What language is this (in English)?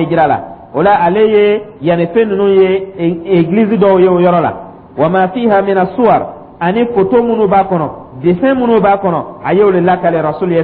Dyula